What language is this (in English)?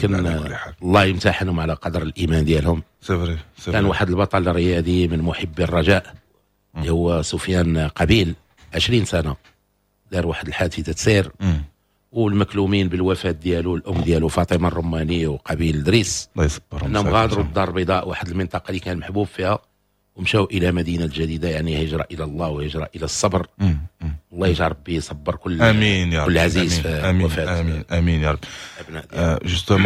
Moroccan Arabic